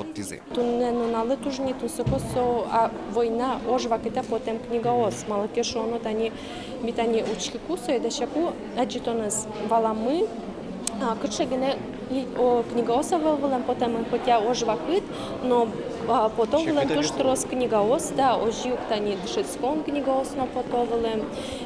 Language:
Udmurt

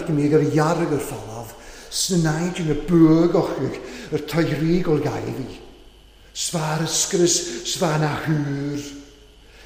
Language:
Welsh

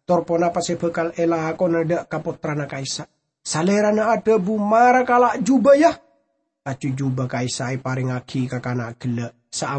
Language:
Madurese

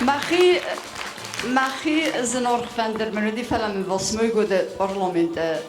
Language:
Ossetic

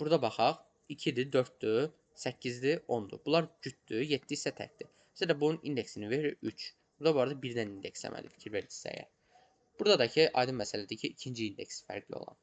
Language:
Azerbaijani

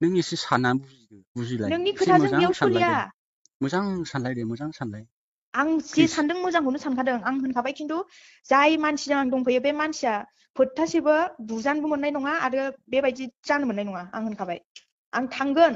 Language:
Bodo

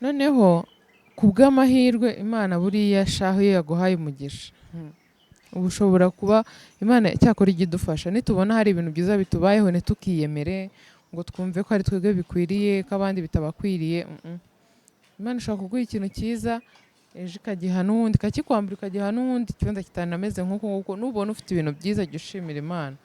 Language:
Kinyarwanda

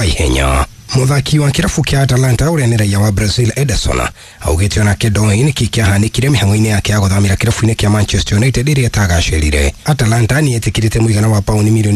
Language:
Kikuyu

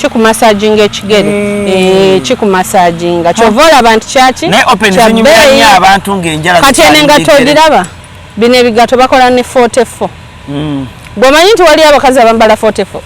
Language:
Ganda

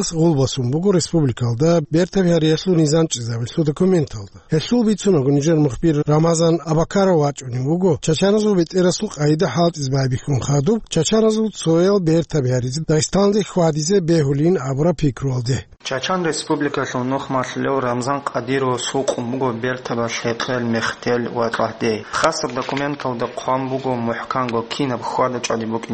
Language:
Avaric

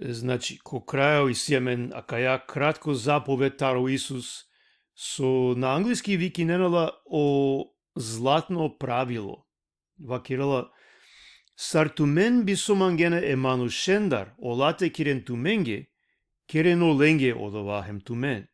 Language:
Balkan Romani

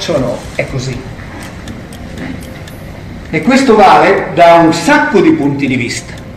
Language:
Italian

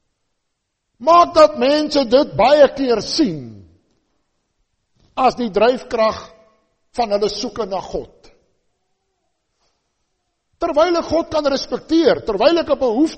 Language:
Afrikaans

